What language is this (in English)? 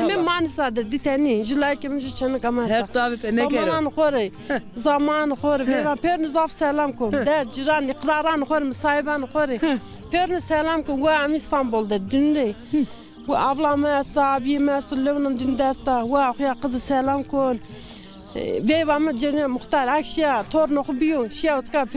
Zaza